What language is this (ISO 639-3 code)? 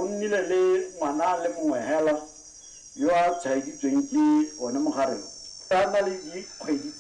tsn